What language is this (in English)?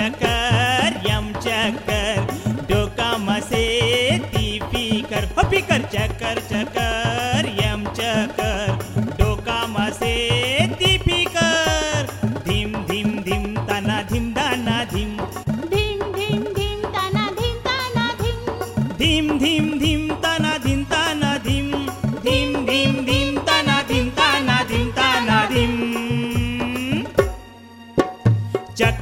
Marathi